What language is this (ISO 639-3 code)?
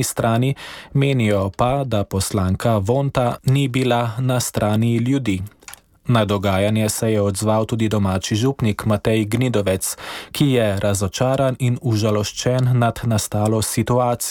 slv